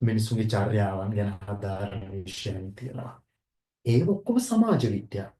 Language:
Sinhala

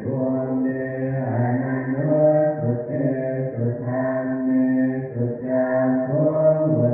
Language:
Pali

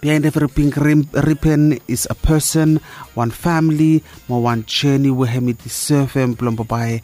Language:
Bislama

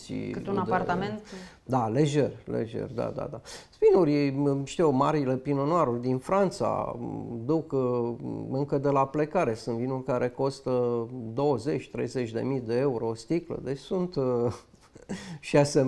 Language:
Romanian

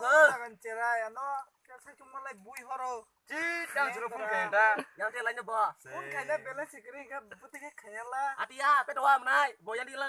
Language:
Kok Borok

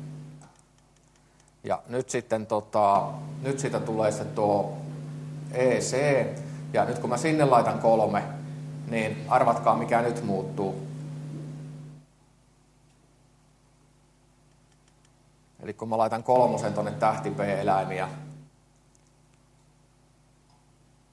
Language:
Finnish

